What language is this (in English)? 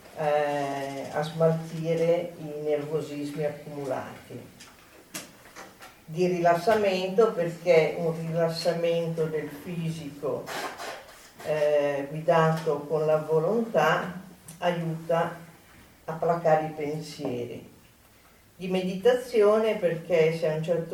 Italian